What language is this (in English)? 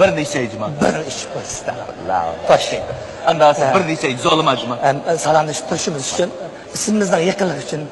Uyghur